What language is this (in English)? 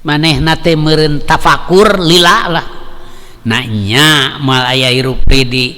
Sundanese